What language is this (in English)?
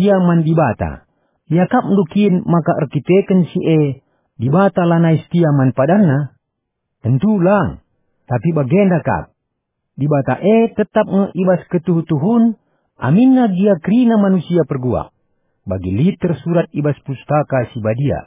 Batak Karo